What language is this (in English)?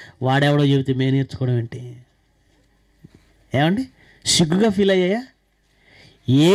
Telugu